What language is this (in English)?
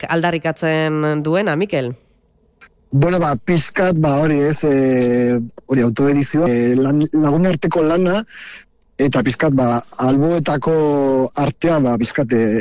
Basque